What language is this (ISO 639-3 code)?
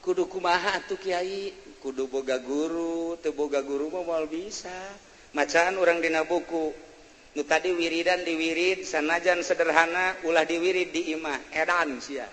sun